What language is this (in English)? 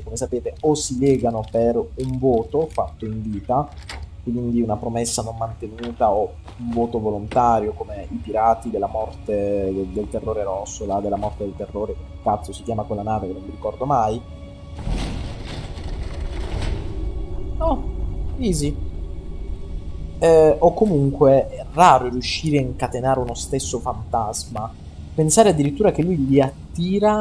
Italian